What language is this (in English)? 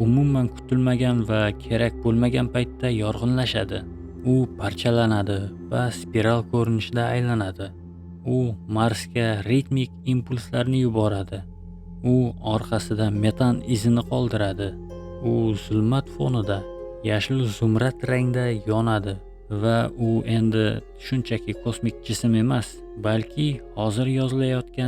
Uzbek